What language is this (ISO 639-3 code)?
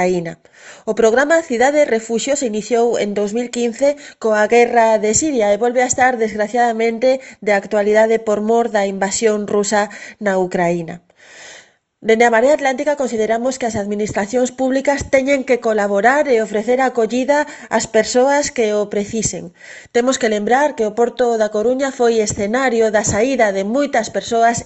glg